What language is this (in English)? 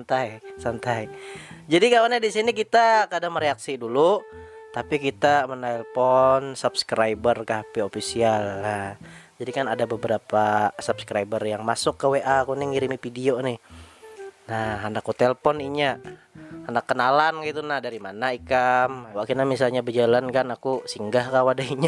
Banjar